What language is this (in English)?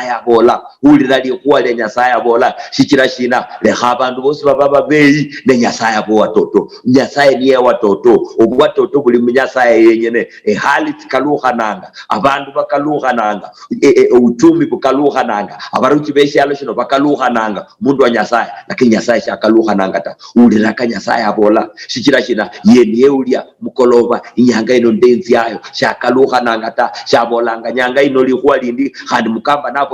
Luyia